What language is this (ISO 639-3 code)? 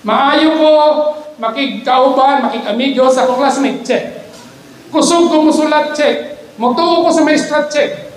ceb